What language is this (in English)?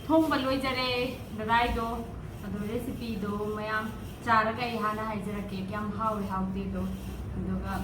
Manipuri